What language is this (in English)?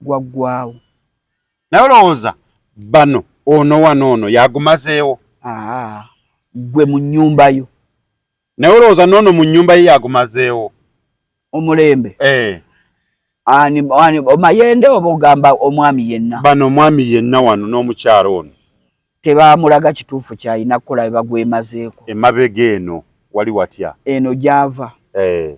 Ganda